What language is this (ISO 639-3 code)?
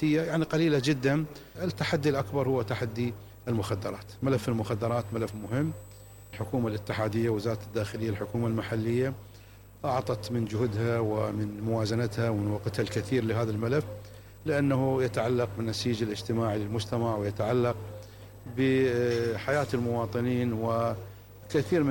acm